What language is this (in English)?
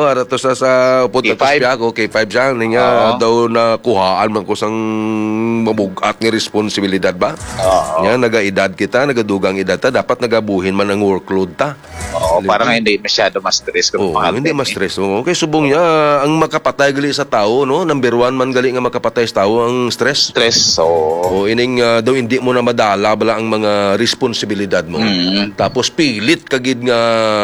Hiligaynon